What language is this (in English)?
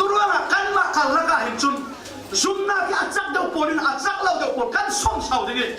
Falam Chin